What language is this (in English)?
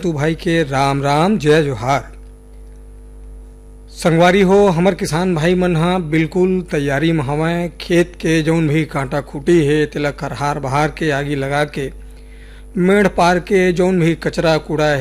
Chhattisgarhi